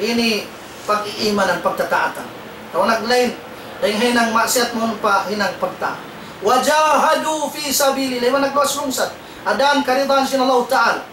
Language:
Tausug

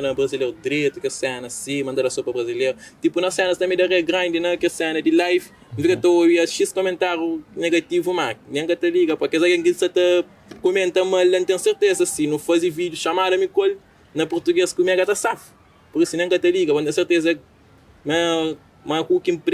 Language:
Kabuverdianu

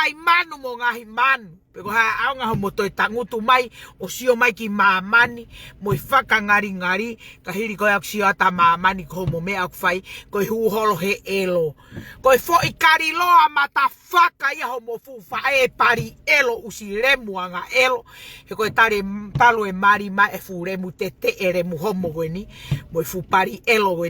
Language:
Tongan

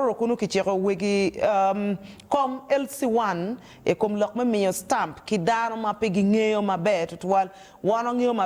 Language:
Acoli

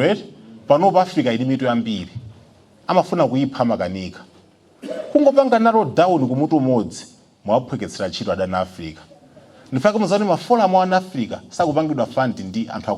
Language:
Nyanja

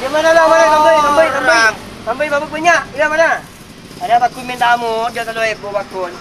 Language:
Madurese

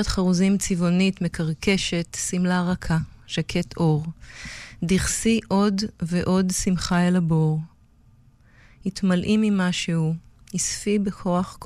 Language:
Hebrew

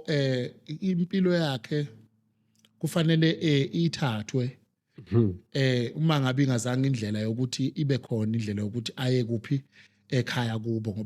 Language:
Zulu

